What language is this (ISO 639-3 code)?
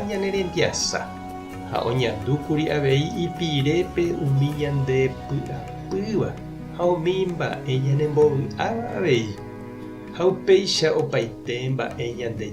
grn